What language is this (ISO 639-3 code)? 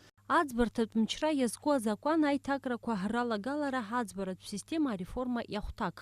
abk